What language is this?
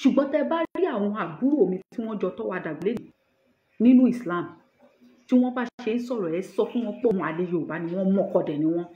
Yoruba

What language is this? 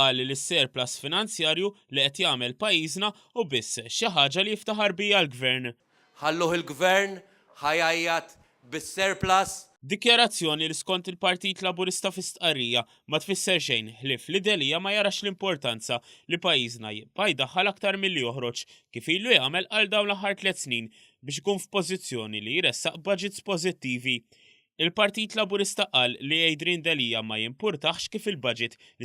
Maltese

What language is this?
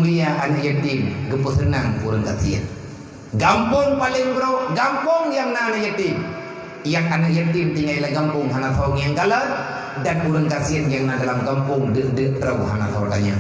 Achinese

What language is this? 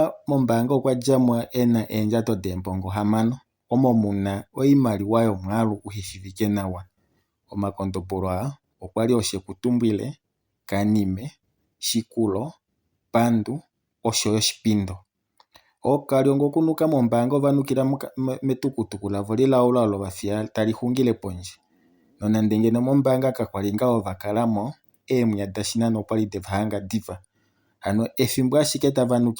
Kuanyama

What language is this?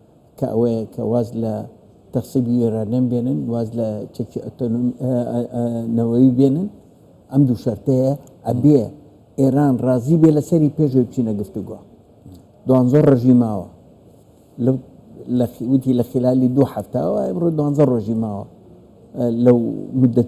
Central Kurdish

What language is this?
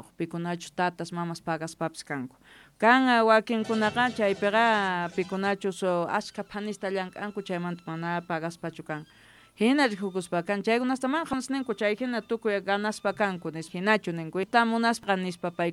Quechua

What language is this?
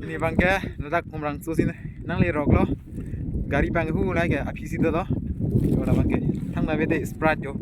Karbi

